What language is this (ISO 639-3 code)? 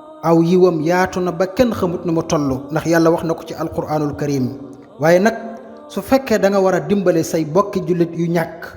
wol